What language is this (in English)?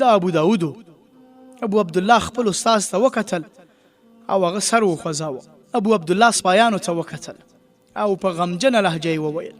Pashto